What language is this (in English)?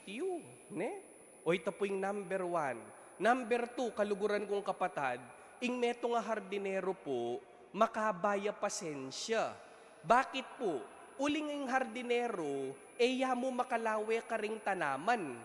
Pampanga